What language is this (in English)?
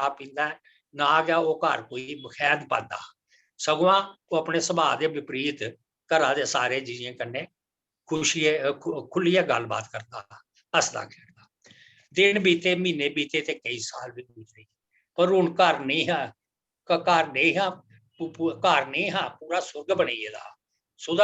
Dogri